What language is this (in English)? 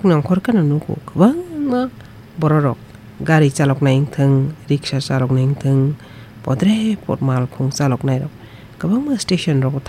Kok Borok